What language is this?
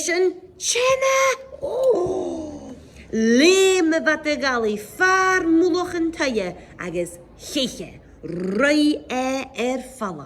Scottish Gaelic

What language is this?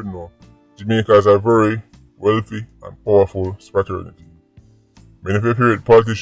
Jamaican Creole English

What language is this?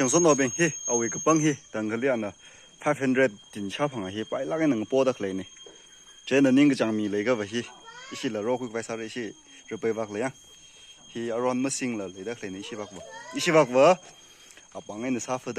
Tangkhul Naga (India)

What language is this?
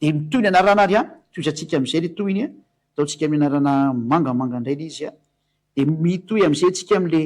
Malagasy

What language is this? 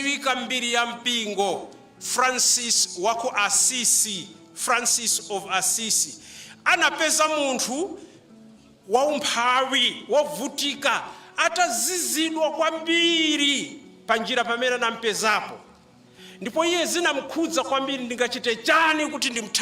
Nyanja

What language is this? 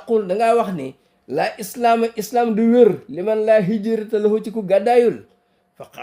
Wolof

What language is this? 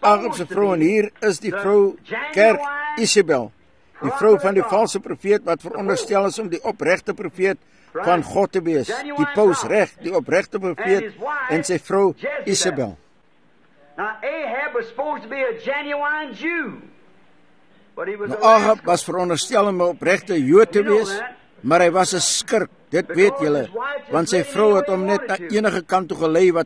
Afrikaans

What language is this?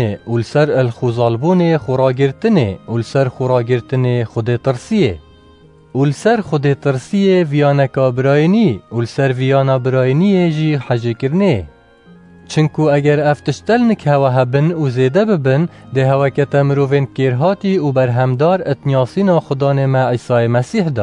Kurdish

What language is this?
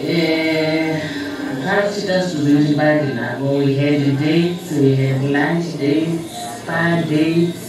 Venda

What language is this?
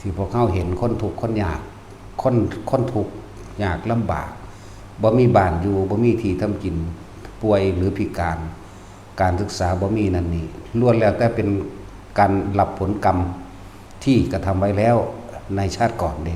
Northeastern Thai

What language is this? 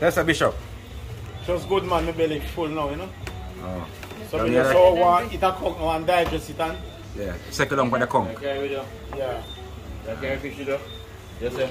Jamaican Creole English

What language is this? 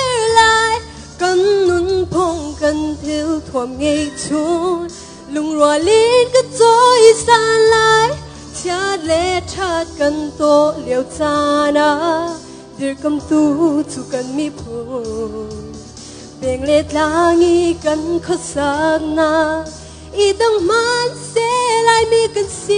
Hakha Chin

